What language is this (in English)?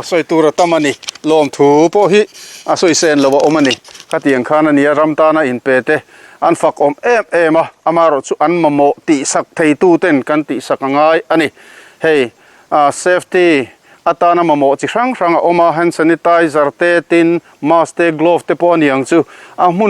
Mizo